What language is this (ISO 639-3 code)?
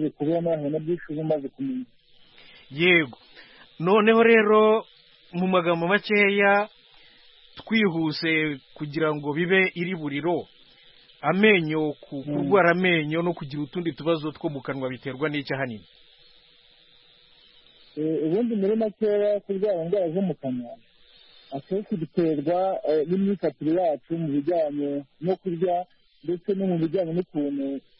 kin